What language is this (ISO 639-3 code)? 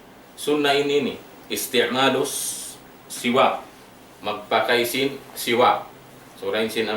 tsg